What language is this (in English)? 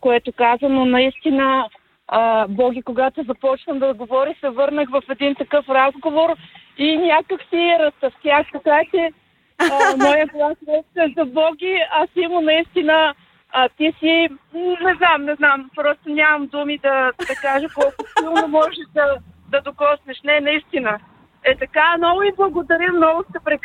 Bulgarian